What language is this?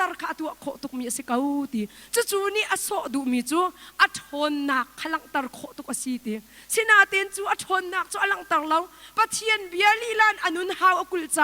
Hakha Chin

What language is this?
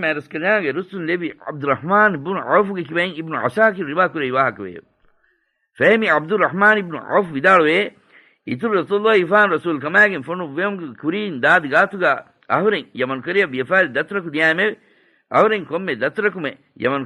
Divehi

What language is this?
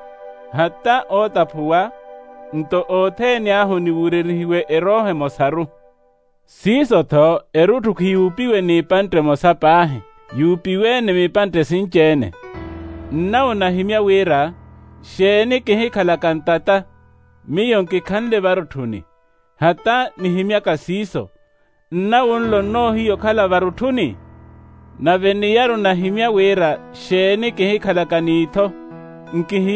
Makhuwa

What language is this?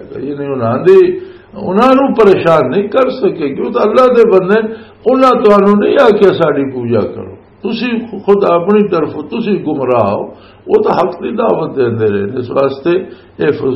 Western Panjabi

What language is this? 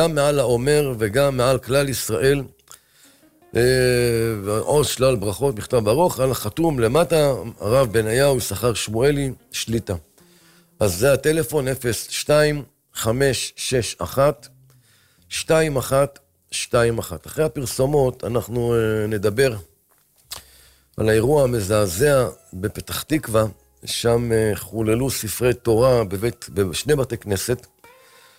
Hebrew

